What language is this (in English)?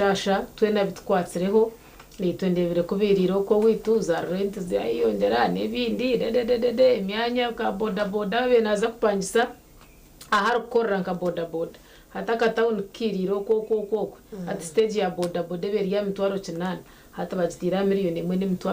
Nyankole